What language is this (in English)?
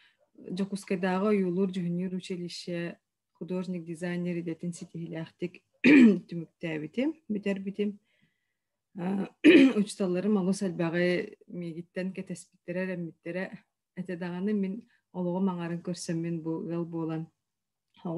Yakut